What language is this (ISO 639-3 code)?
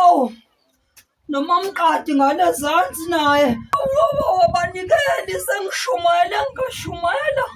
zul